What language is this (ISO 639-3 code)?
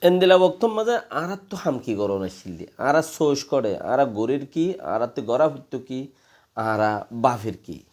rhg